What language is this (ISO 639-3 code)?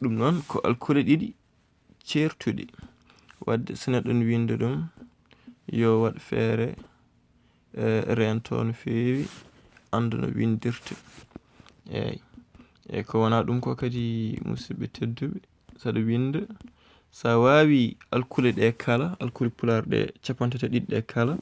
ful